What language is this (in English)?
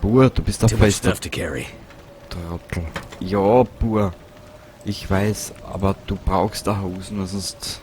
Bavarian